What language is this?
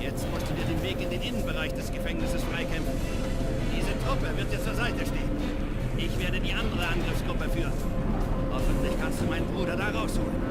Bavarian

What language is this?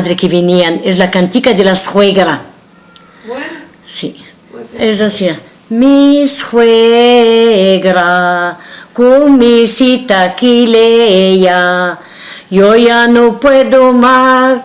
Ladino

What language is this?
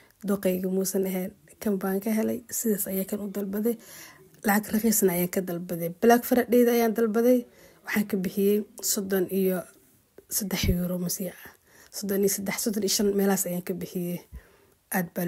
Somali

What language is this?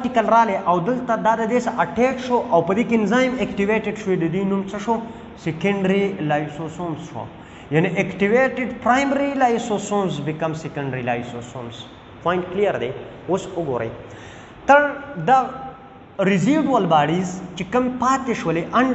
Pashto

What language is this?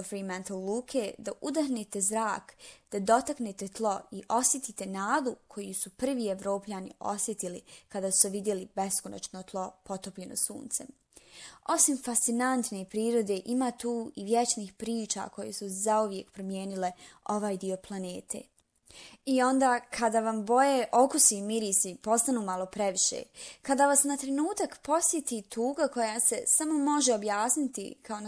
Bosnian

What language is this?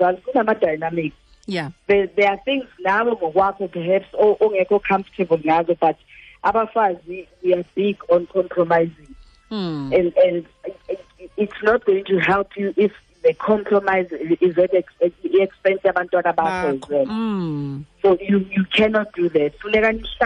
Xhosa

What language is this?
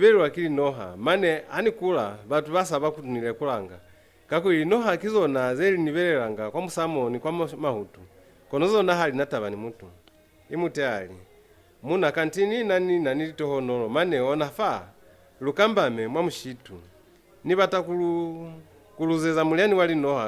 Lozi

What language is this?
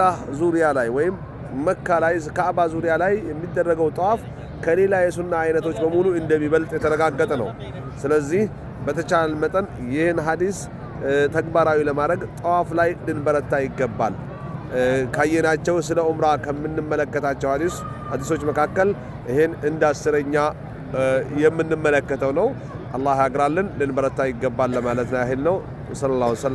Amharic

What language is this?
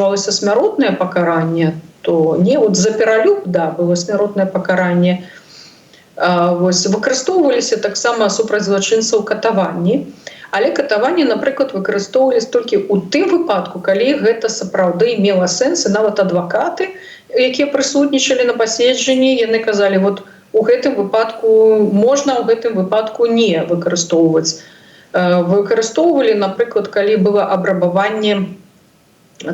Belarusian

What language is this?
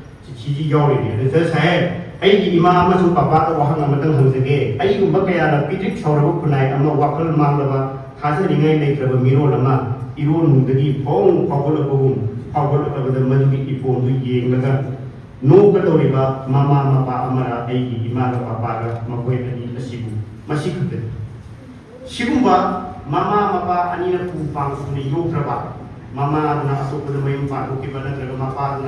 Manipuri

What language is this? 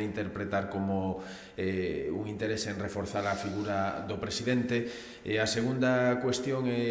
Galician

